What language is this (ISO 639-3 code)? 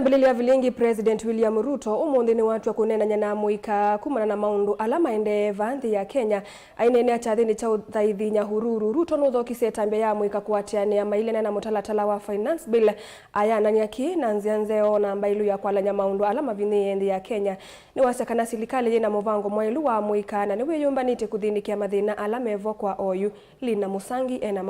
kam